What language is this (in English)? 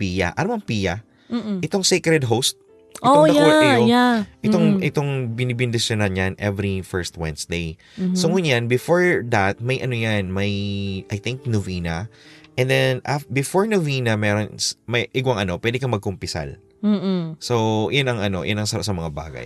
Bikol